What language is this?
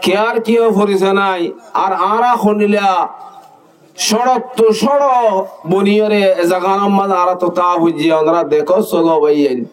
Rohingya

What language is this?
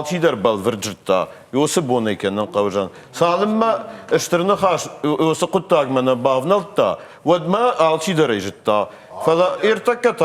Ossetic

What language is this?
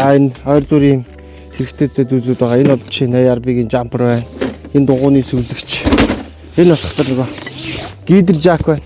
Mongolian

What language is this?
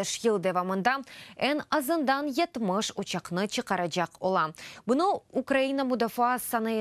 Crimean Tatar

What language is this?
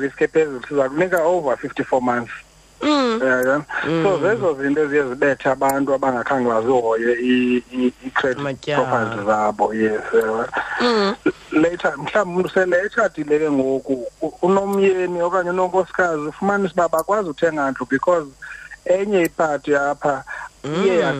Xhosa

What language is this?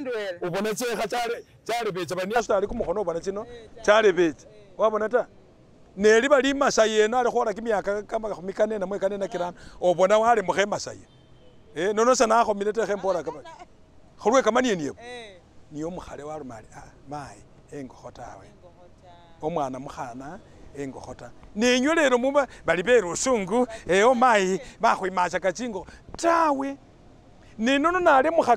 Masaaba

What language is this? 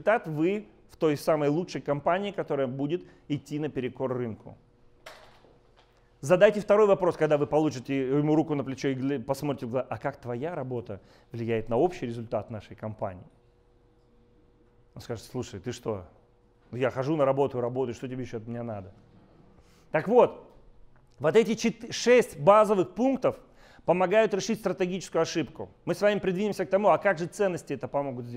Russian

